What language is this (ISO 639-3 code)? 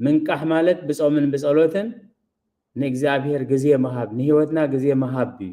tir